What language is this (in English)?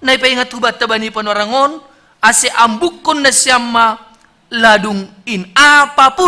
Batak Simalungun